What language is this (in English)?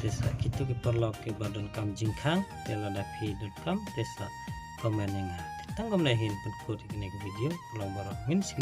Khasi